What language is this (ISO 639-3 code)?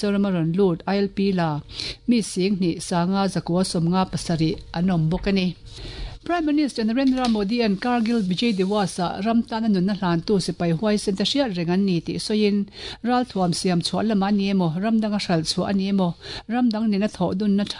lus